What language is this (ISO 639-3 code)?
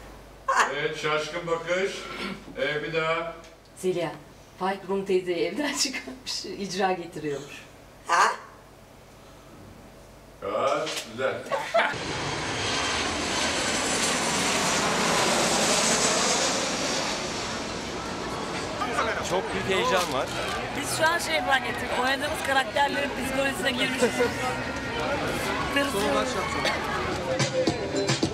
tur